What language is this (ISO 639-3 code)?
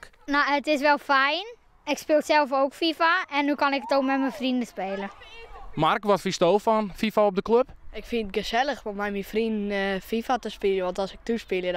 fry